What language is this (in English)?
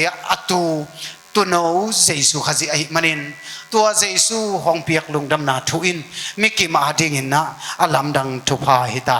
Tedim Chin